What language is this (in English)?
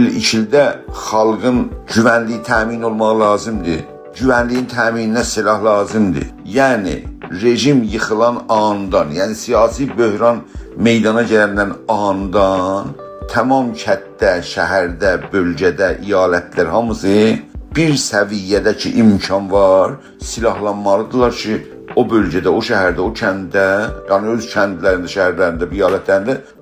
South Azerbaijani